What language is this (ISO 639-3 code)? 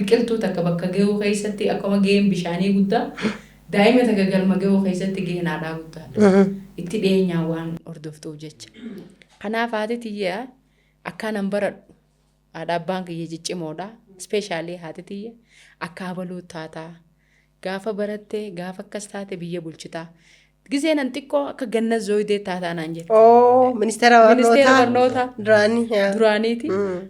orm